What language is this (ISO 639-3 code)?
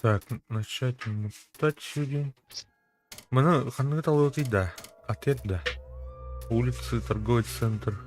sah